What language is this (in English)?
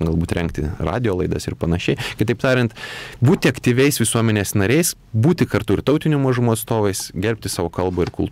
Lithuanian